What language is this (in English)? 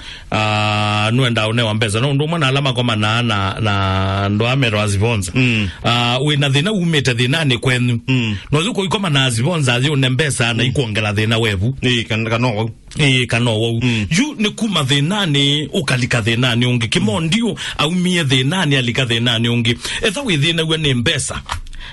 Kamba